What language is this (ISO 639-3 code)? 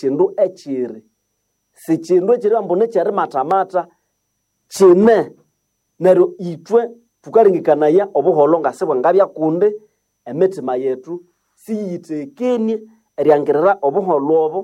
nnb